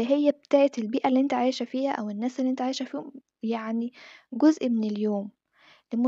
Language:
Egyptian Arabic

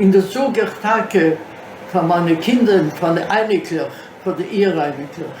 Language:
Yiddish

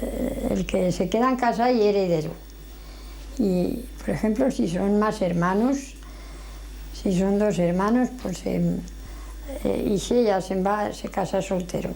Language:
Aragonese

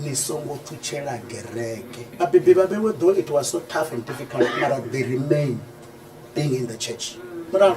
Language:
Venda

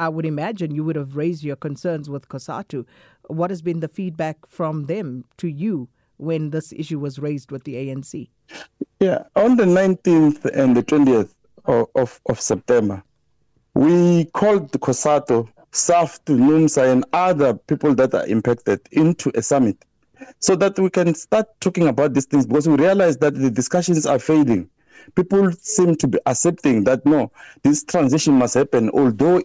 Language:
English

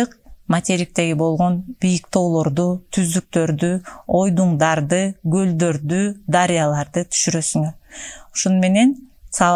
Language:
Kyrgyz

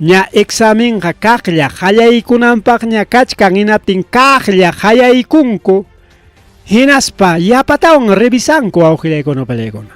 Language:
Ayacucho Quechua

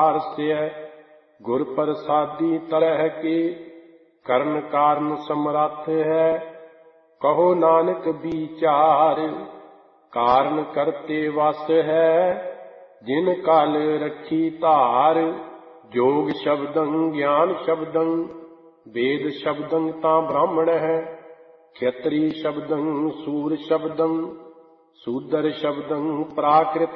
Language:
Punjabi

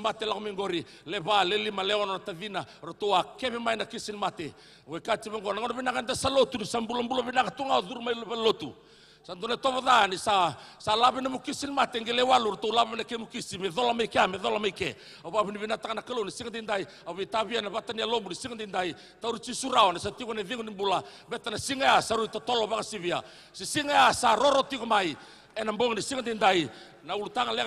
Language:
Fijian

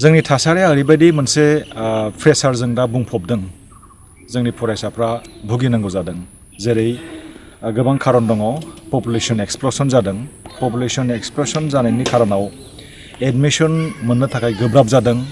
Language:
Bodo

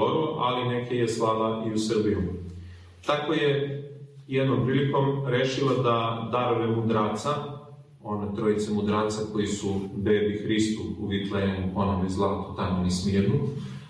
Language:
Serbian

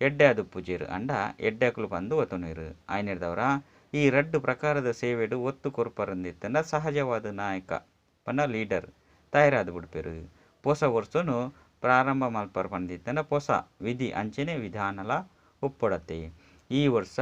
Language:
Tulu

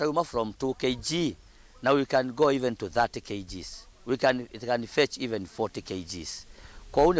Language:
Kamba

